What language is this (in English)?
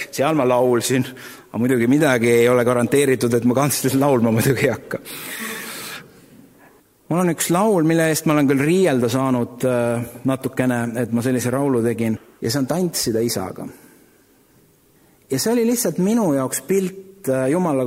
Estonian